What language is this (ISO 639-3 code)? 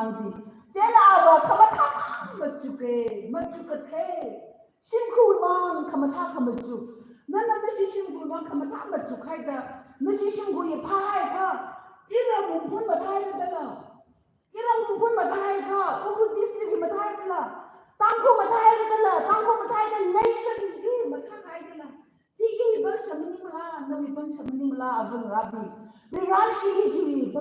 nmf